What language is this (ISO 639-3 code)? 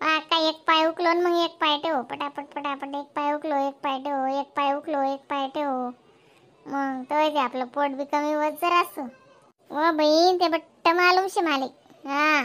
khn